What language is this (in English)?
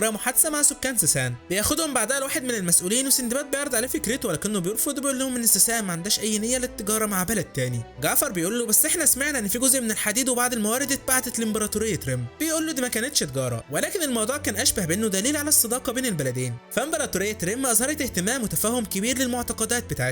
Egyptian Arabic